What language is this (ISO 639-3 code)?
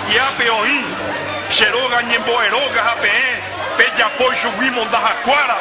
grn